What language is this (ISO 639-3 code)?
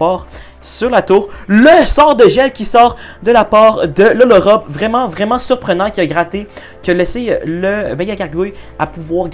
fra